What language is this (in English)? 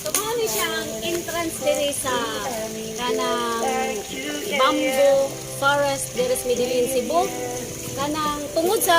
Cebuano